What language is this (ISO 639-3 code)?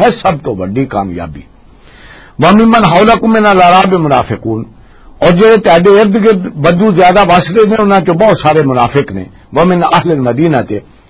lah